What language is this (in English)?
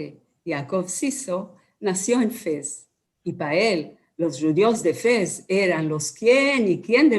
Ladino